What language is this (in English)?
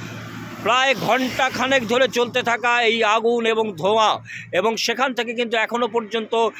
Bangla